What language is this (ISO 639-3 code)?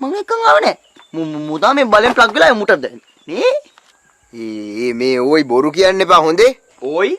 sin